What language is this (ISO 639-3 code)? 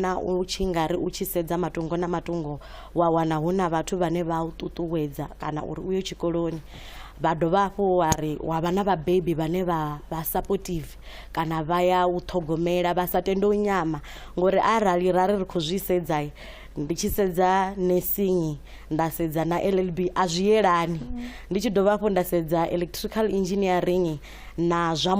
ven